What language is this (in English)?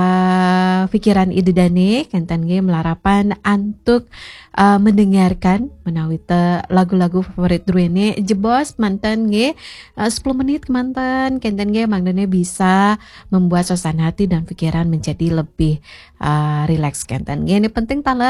Balinese